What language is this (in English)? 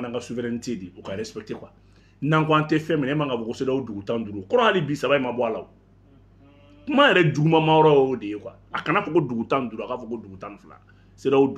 Bambara